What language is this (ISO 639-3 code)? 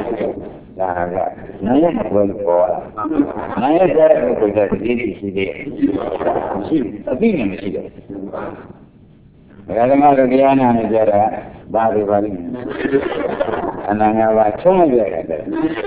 mya